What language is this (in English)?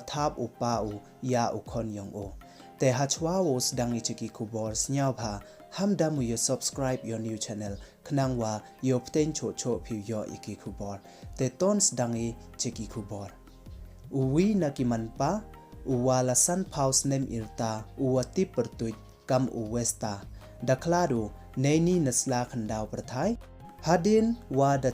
Pnar